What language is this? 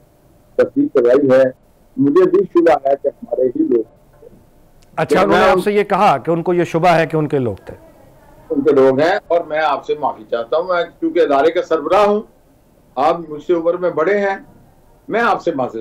Urdu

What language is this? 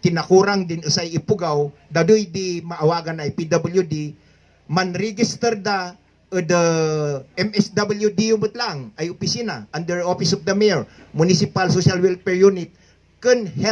Kankanaey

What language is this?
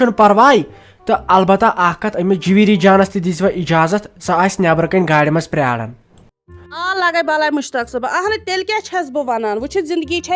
Kashmiri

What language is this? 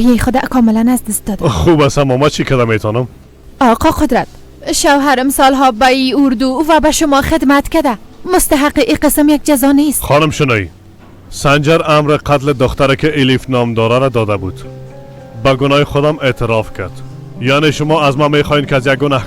Persian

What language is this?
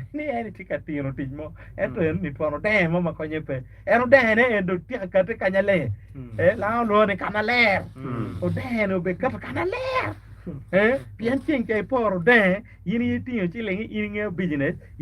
Acoli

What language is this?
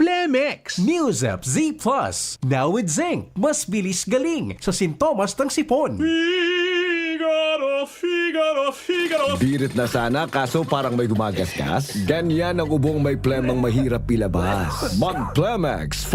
Bikol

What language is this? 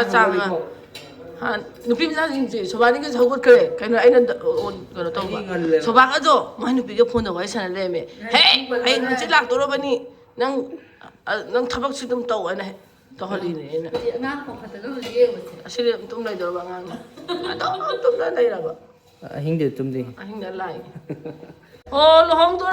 Manipuri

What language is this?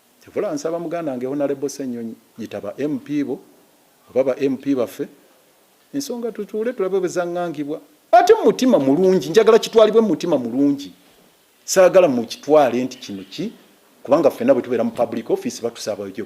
Ganda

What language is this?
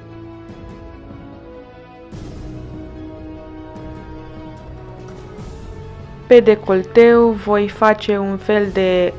Romanian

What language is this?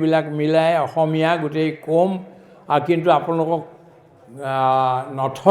Assamese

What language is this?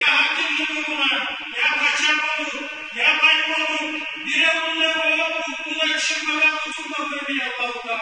Kumyk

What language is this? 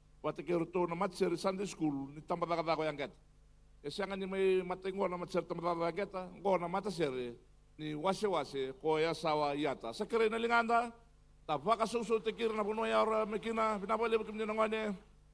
Fijian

